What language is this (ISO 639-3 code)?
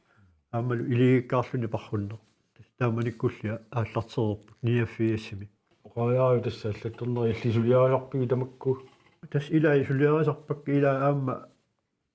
kal